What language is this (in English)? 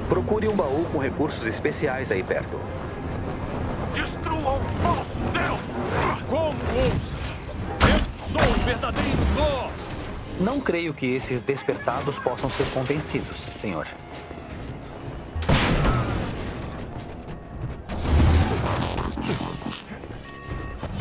Portuguese